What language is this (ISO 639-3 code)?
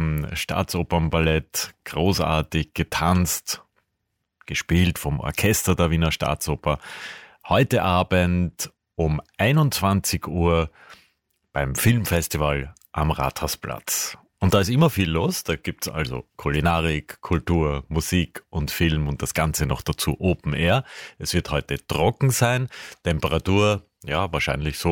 deu